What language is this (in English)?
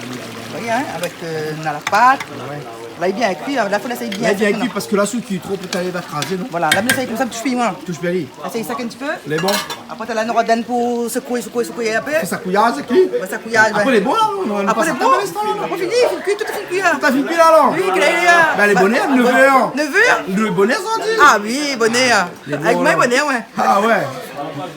Réunion Creole French